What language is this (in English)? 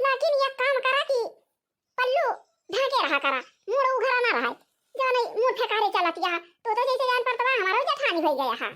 Awadhi